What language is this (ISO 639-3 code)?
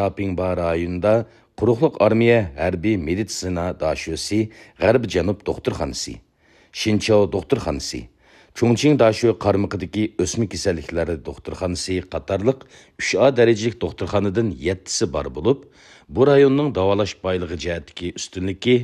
uig